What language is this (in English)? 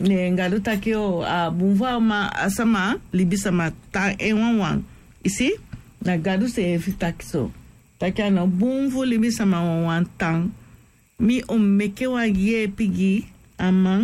Sranan Tongo